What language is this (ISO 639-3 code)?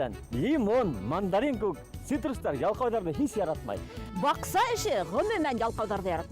bak